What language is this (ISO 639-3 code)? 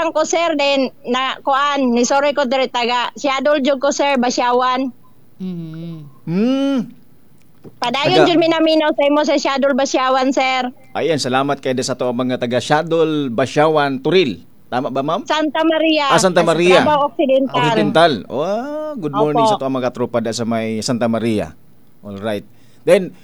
ceb